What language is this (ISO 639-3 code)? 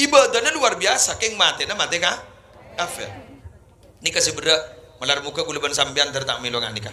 mad